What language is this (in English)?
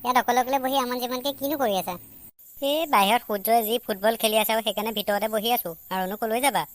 Assamese